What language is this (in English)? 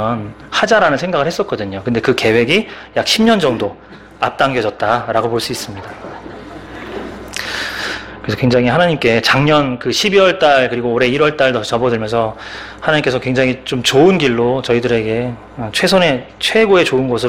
Korean